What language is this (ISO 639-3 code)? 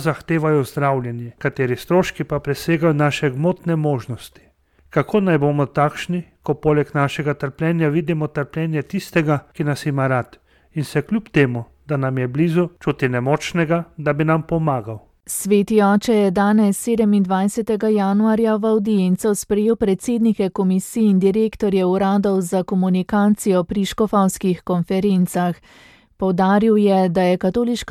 slv